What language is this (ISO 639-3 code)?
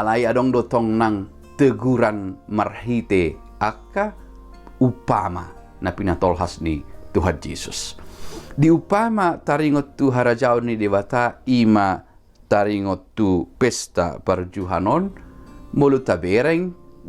bbc